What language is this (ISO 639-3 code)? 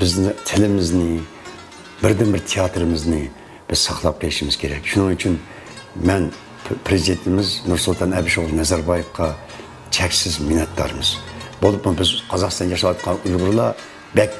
uig